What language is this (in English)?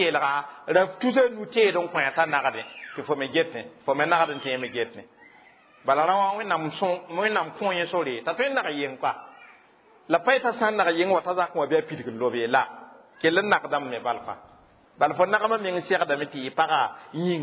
Mossi